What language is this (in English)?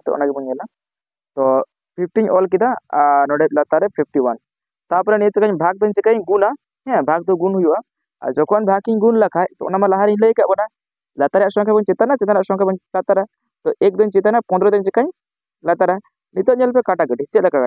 Santali